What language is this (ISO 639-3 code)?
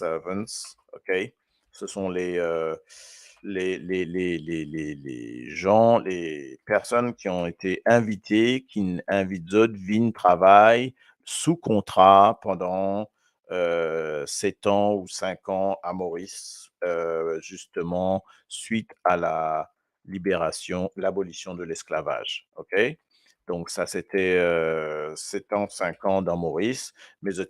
mfe